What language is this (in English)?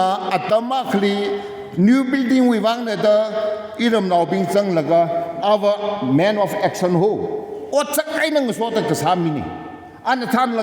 Tangkhul Naga (India)